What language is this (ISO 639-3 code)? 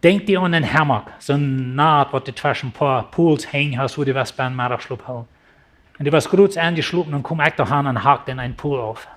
pdt